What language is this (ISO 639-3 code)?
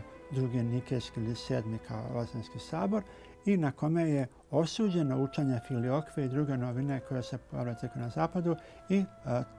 srp